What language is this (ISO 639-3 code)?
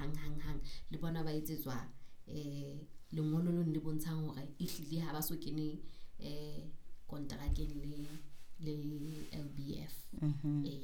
sot